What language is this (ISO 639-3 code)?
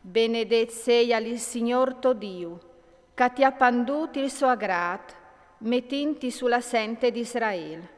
fur